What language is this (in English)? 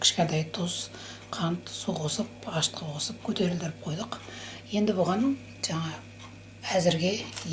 Kazakh